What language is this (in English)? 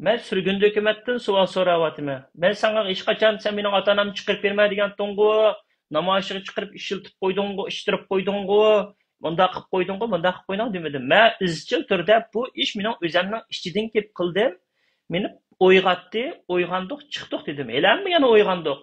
Uyghur